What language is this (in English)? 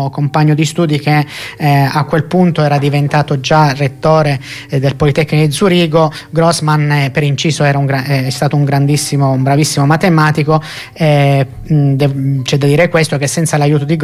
Italian